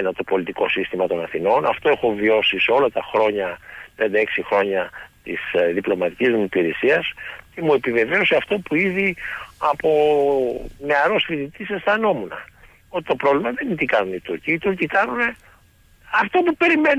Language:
Greek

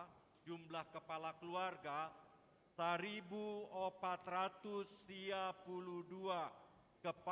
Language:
Batak Toba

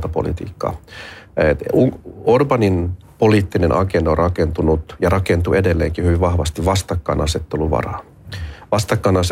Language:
Finnish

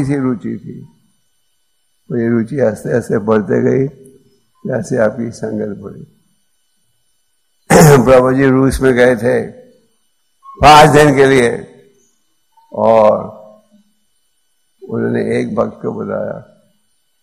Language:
Hindi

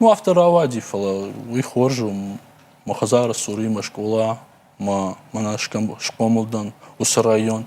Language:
Ossetic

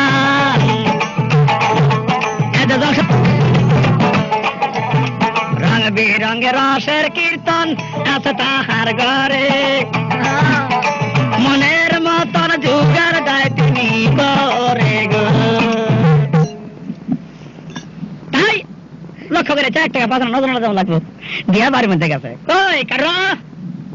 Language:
Bangla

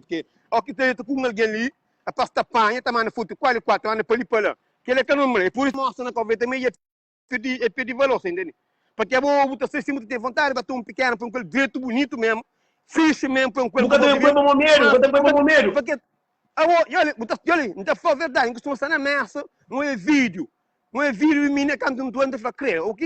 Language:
Kabuverdianu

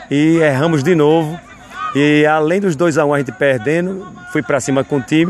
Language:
Portuguese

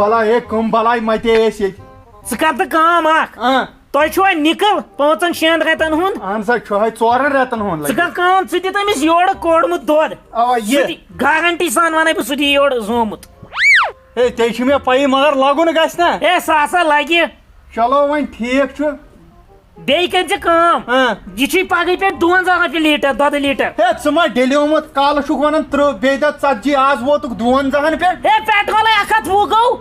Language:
Kashmiri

